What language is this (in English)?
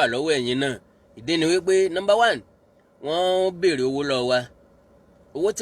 Yoruba